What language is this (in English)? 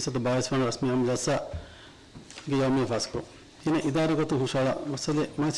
Divehi